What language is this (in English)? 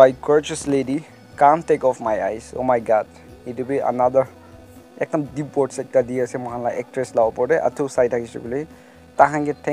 Naga Pidgin